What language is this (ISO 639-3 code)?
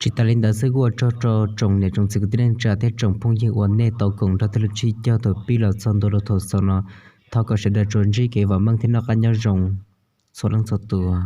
hmn